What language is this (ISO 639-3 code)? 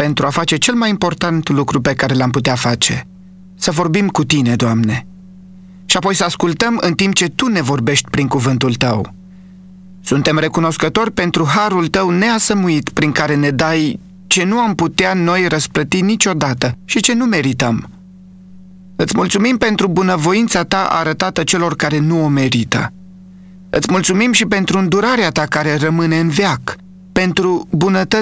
ron